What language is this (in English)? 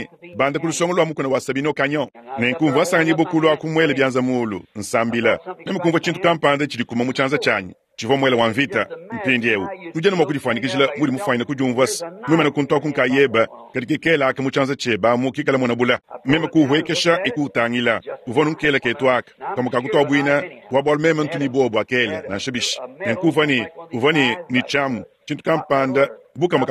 Luba-Lulua